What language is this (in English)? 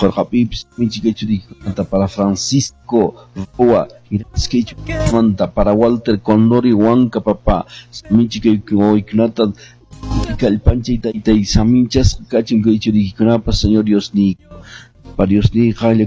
Quechua